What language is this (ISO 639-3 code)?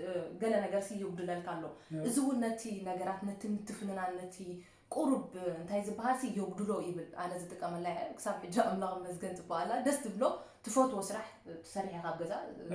tir